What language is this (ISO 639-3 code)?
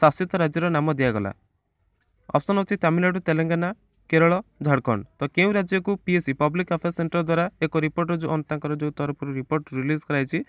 ori